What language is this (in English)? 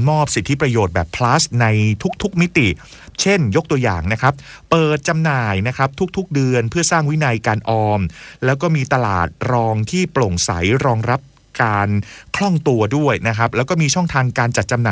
Thai